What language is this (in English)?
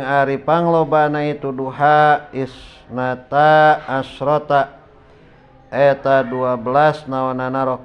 Sundanese